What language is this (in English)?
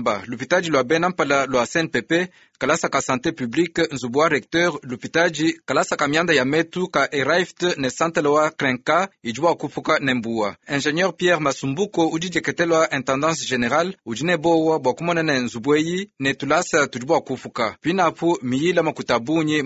Luba-Lulua